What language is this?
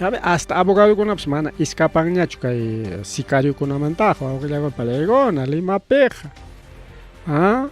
Ayacucho Quechua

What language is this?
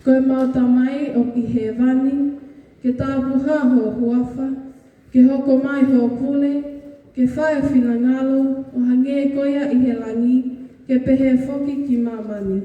Tongan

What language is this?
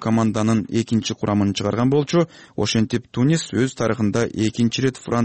Kyrgyz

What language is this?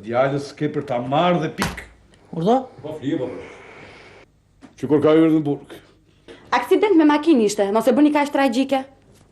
Albanian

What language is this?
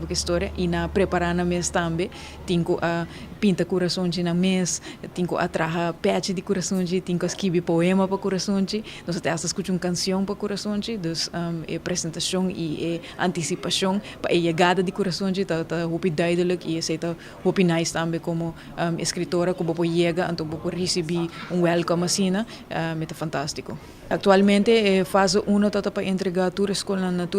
Papiamento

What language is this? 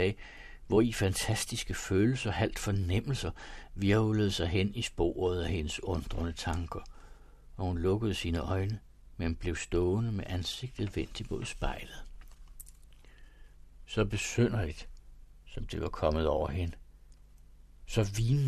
Danish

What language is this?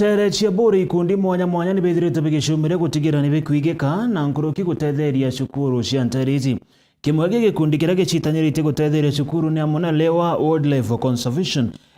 Meru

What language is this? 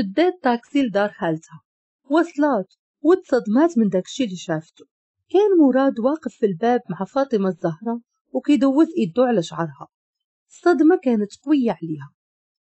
Moroccan Arabic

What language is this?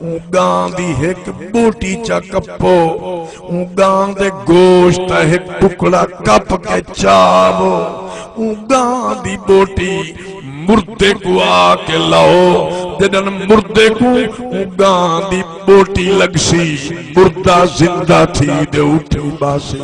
Saraiki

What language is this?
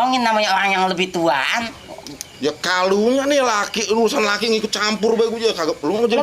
Betawi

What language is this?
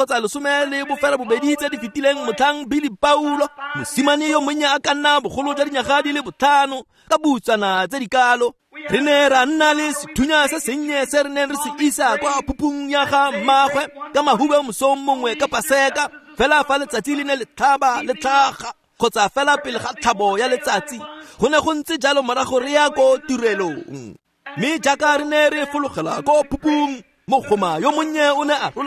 Tswana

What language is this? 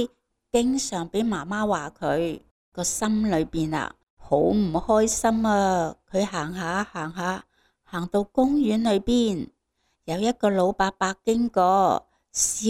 Cantonese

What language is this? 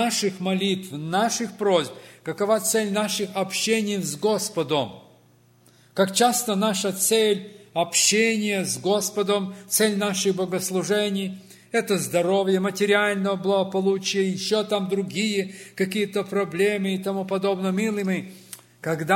Russian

